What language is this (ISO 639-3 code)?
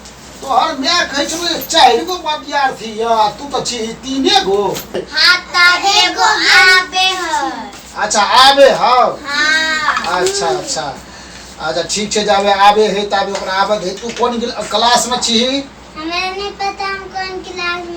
mai